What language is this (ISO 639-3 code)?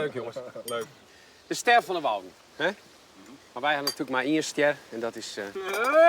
fry